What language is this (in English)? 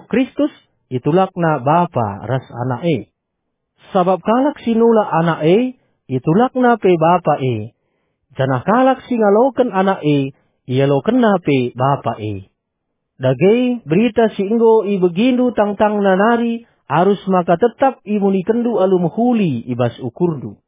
Batak Karo